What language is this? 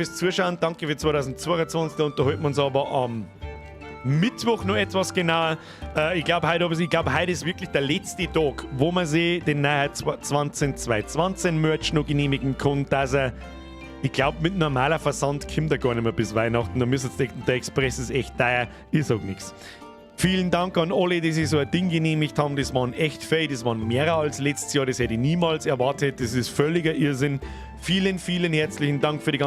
Bavarian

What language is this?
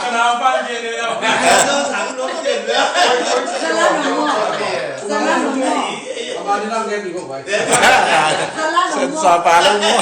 Tedim Chin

